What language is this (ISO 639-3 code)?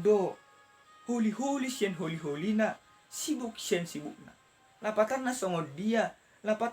bbc